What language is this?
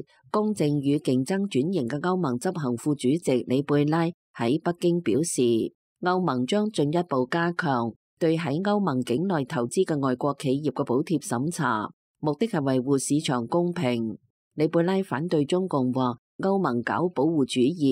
Cantonese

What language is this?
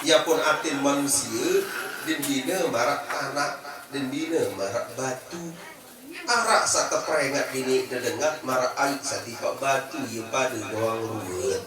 Sasak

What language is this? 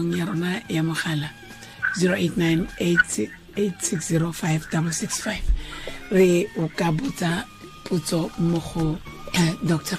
Tswana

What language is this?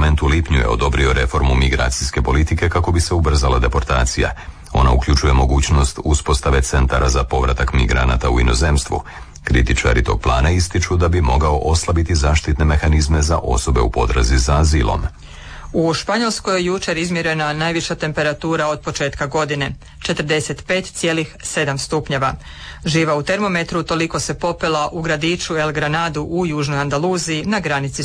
Croatian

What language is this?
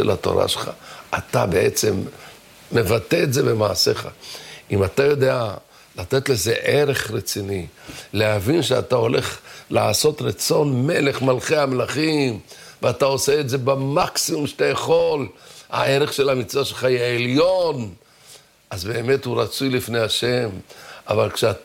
Hebrew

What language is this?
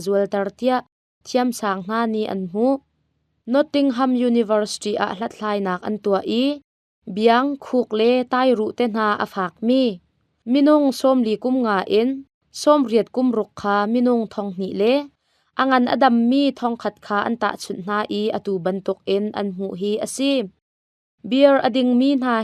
Hakha Chin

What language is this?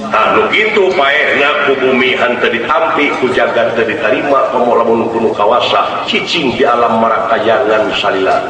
Sundanese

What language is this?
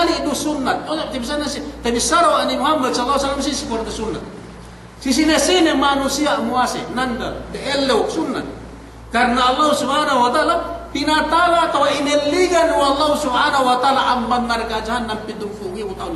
Yakan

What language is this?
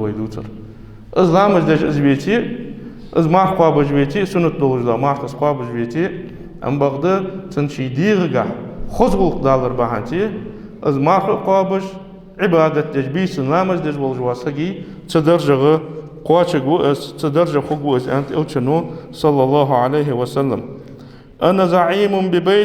Ingush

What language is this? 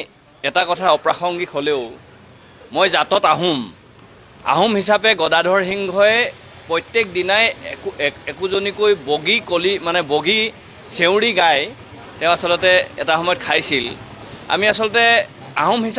Assamese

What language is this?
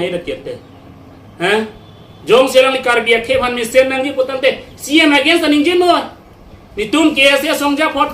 Karbi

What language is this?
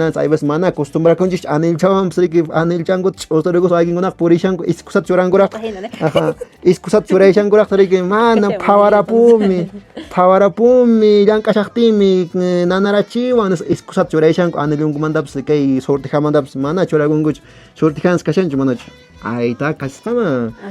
Quechua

